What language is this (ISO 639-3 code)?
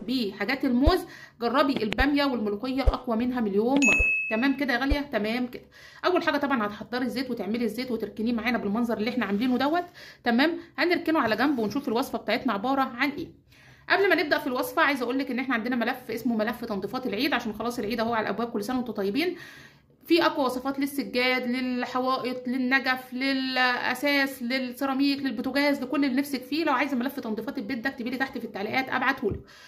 arz